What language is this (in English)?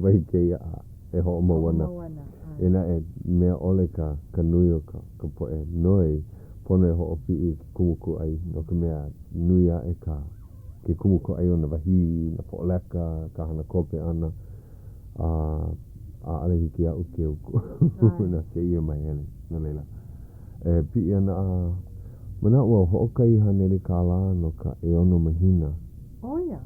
Hawaiian